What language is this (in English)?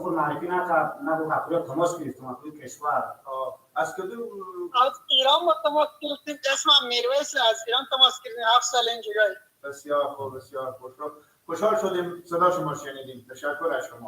Persian